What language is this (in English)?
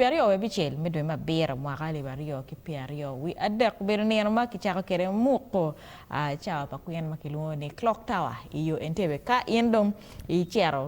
Acoli